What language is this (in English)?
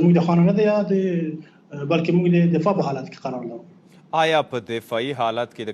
Pashto